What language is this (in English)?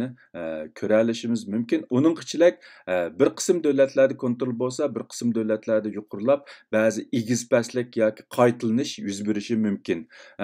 Uyghur